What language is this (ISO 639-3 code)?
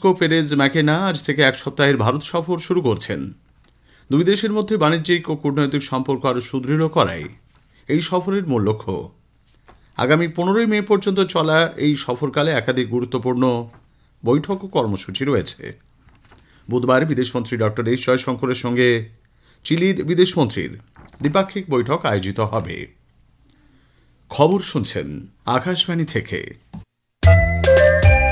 ben